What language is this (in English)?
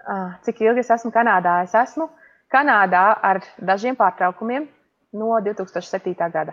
Latvian